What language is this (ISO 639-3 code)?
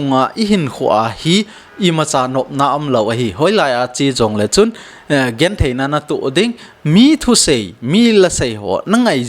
tcz